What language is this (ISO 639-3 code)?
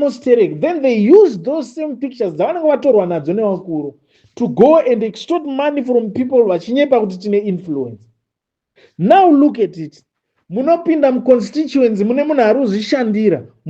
sna